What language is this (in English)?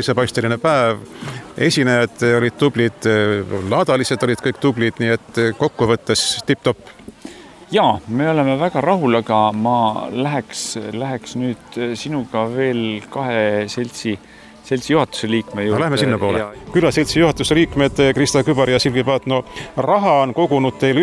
Estonian